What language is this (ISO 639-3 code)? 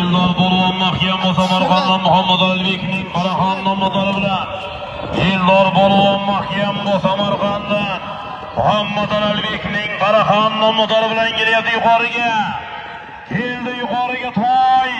uzb